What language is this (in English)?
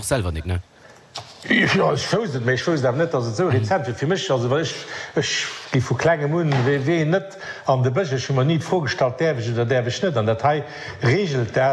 Luxembourgish